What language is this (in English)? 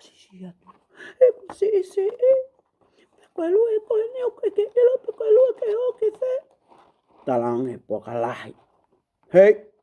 Tongan